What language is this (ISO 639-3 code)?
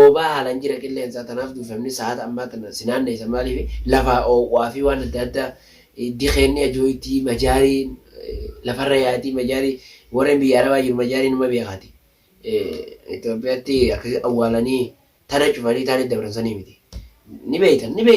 orm